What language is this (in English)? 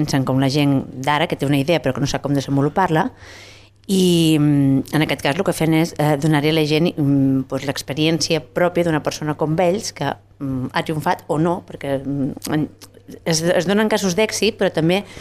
Catalan